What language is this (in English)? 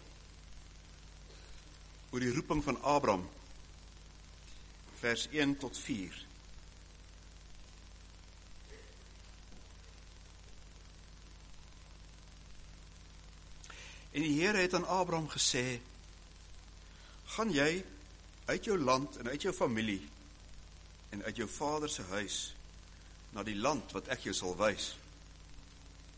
Afrikaans